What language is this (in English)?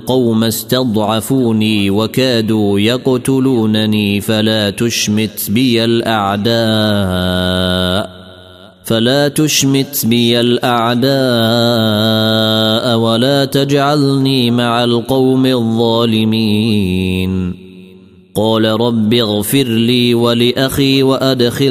Arabic